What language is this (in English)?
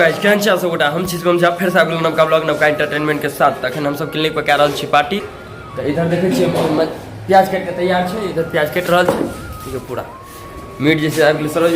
Maithili